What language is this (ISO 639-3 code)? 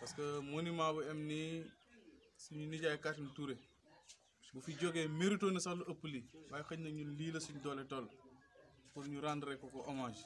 wol